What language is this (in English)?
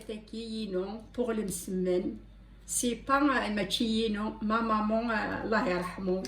Kabyle